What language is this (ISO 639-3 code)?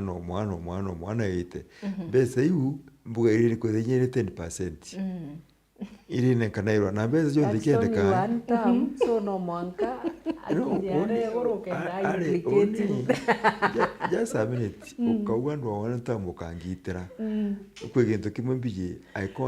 mer